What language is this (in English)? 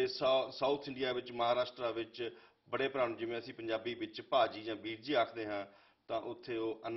Punjabi